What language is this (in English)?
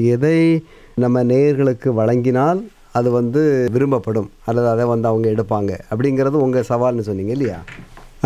Tamil